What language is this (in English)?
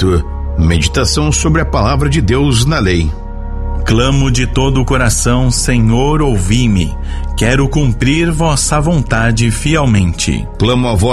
Portuguese